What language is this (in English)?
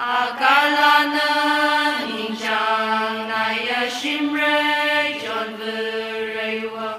Tangkhul Naga (India)